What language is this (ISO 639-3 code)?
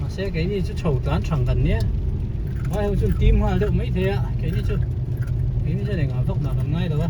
hmr